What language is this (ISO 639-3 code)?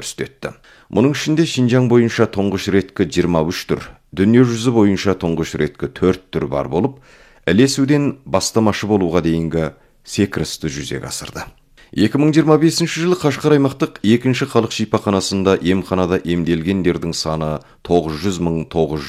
kaz